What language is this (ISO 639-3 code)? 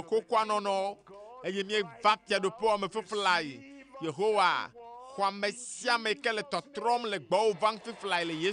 ewe